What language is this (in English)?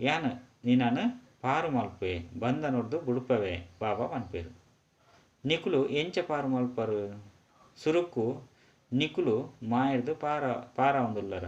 Tulu